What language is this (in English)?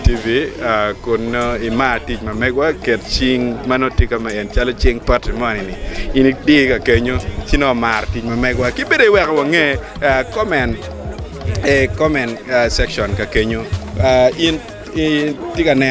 Acoli